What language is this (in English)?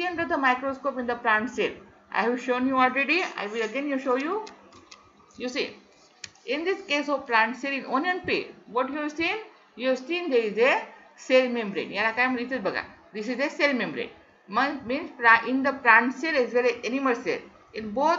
Marathi